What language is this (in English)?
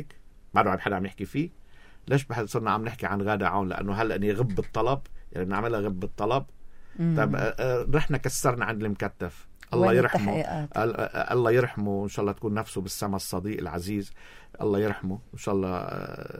North Levantine Arabic